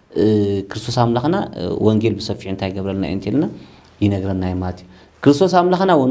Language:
Tigrinya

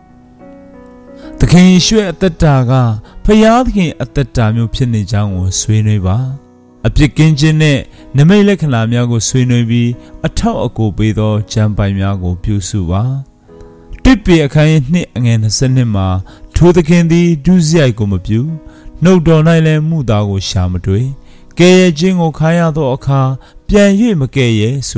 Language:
Burmese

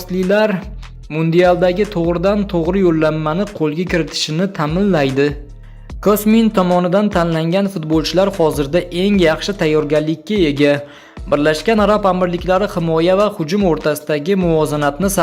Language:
Uzbek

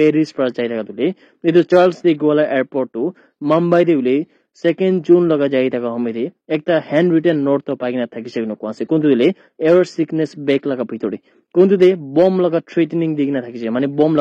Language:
Naga Pidgin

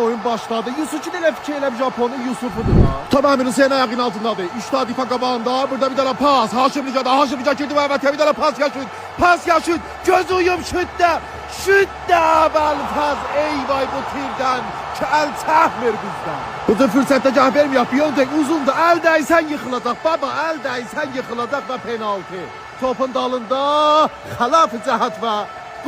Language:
South Azerbaijani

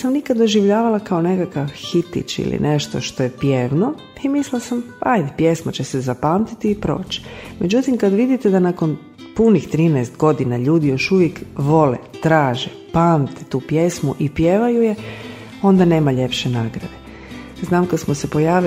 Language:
Croatian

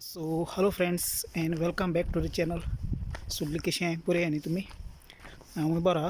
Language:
Konkani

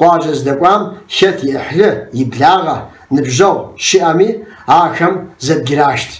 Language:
Kabardian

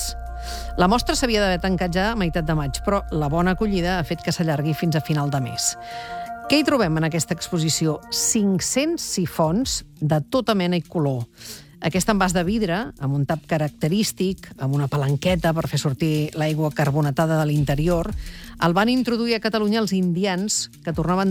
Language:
Catalan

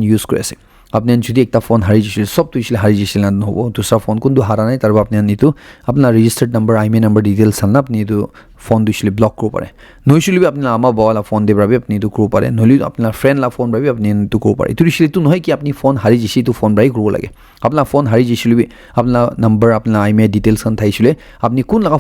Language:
Naga Pidgin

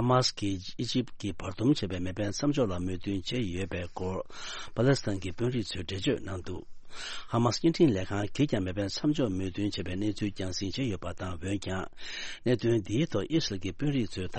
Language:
Tibetan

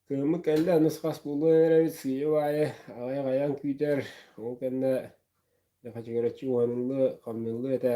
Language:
Yakut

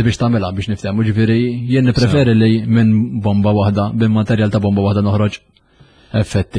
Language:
Maltese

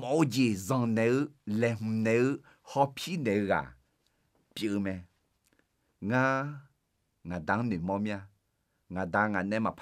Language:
Akha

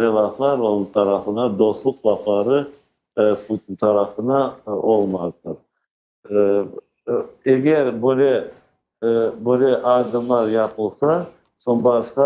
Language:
Crimean Tatar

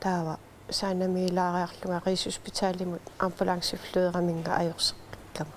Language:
Kalaallisut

